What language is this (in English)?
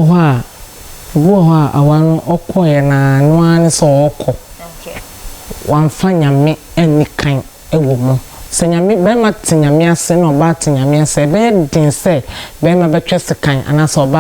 Akan